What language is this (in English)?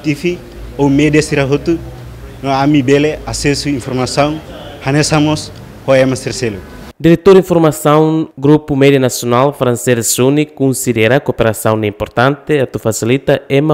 Tetum